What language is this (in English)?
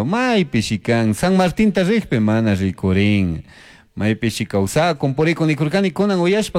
Chimborazo Highland Quichua